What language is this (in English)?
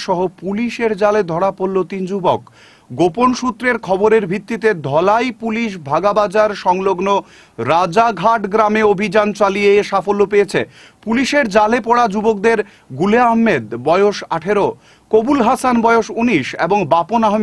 Bangla